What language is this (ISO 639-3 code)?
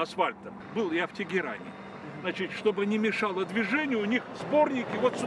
rus